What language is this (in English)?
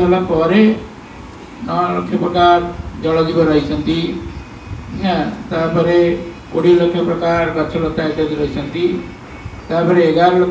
Odia